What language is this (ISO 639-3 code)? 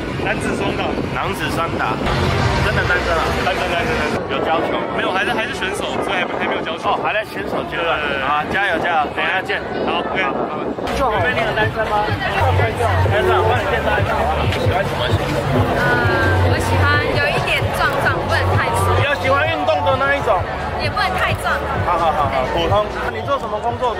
zho